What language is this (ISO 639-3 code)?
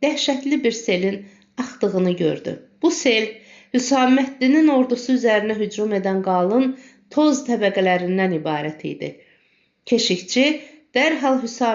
aze